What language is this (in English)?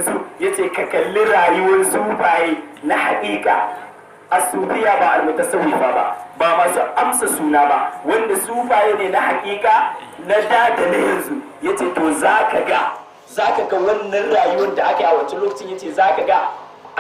Hausa